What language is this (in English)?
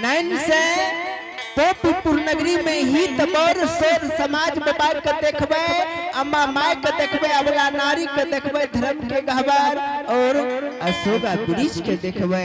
Angika